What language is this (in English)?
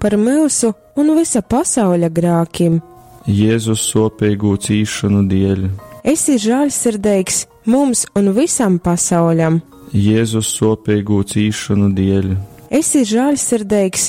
Latgalian